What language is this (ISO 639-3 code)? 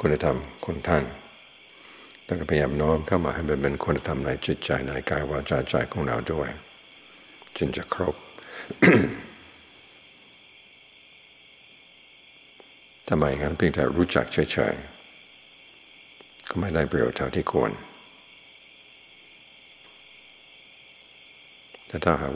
tha